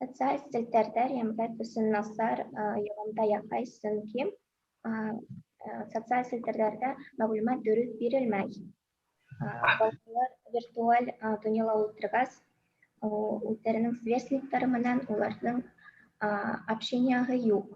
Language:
Bashkir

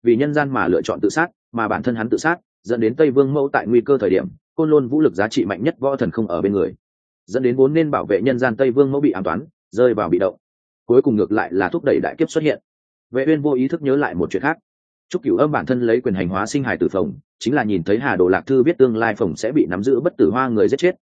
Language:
Vietnamese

